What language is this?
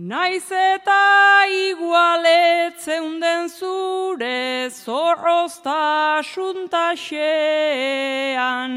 Basque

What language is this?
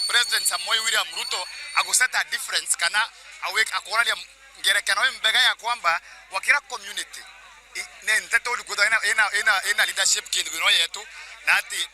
Meru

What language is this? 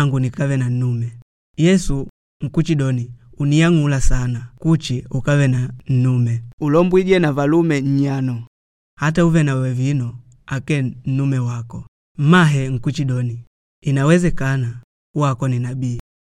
Makonde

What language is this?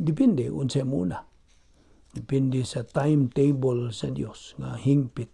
Cebuano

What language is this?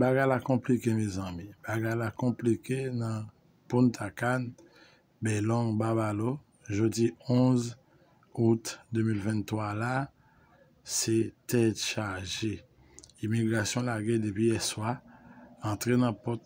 Haitian Creole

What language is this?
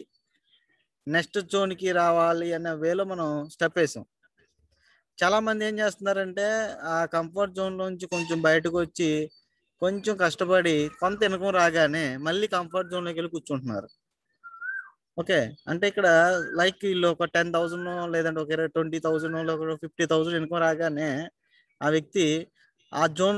Telugu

